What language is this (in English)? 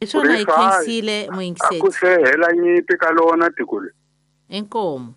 Tsonga